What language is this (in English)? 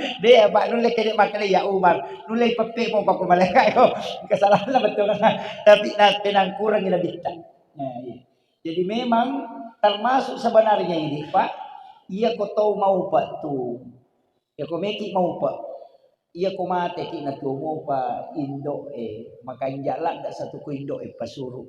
Buginese